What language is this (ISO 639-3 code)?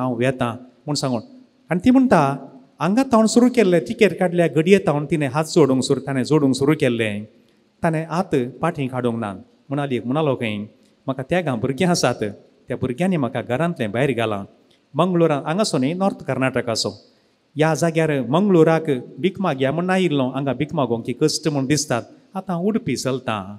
kok